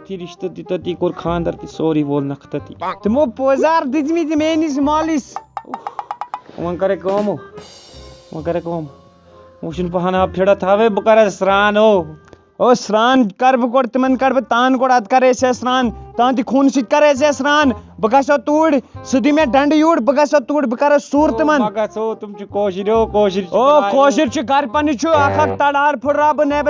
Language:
Kashmiri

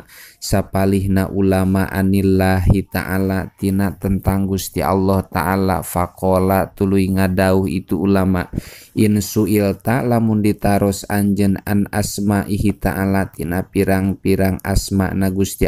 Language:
Sundanese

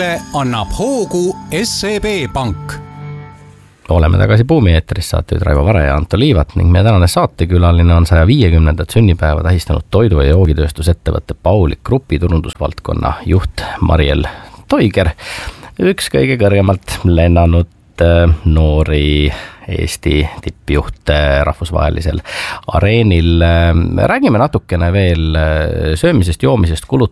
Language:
Estonian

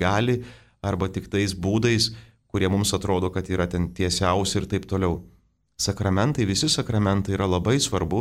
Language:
Lithuanian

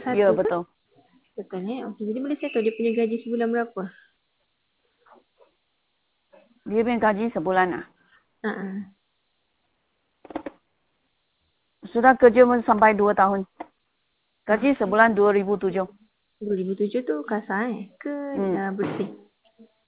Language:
Malay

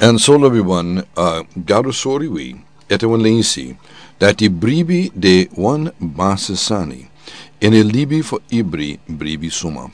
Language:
Sranan Tongo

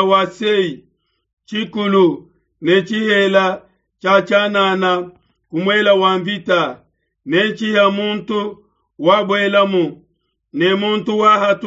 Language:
Luba-Lulua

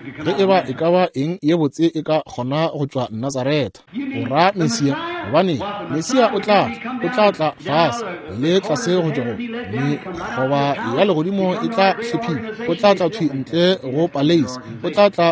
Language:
Northern Sotho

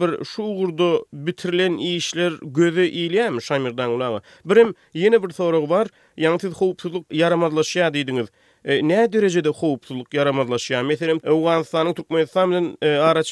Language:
Turkmen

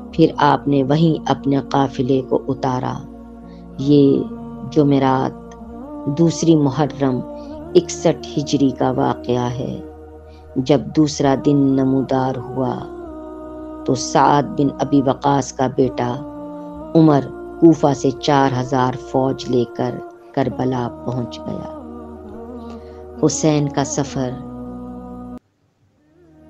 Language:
Urdu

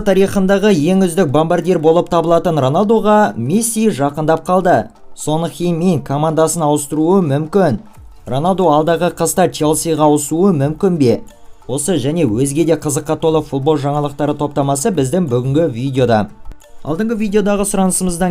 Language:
Kazakh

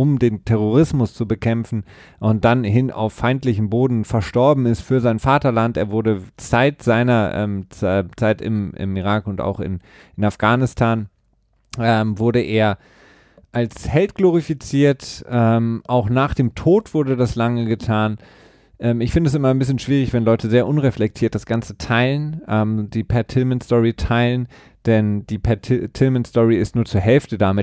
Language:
German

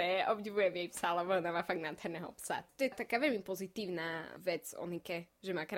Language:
Slovak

